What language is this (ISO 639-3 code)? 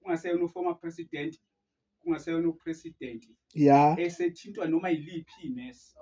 zul